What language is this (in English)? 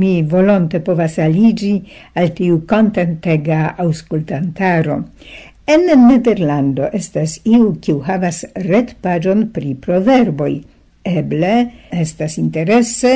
Esperanto